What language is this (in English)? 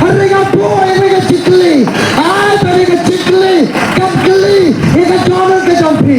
Khasi